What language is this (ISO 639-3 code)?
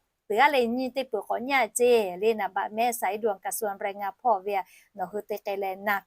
lhu